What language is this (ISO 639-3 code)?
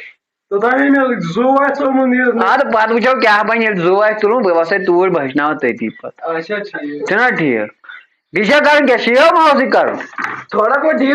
kas